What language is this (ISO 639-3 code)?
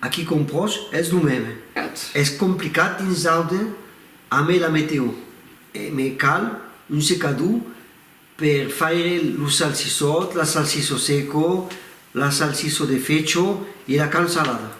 oci